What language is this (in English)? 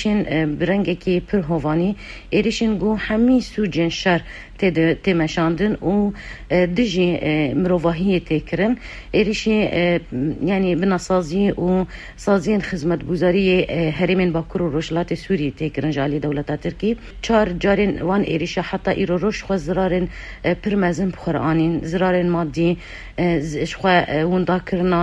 Kurdish